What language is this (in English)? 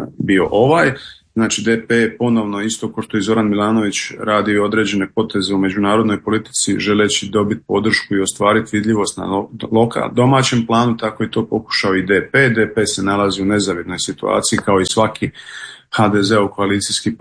Croatian